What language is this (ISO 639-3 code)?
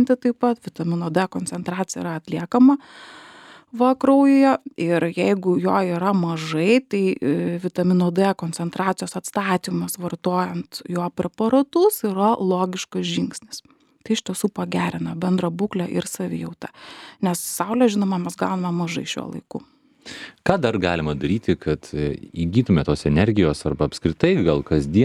lit